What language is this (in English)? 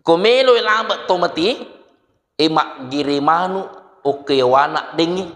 Buginese